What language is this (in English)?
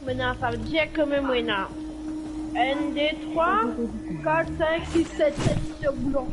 Morisyen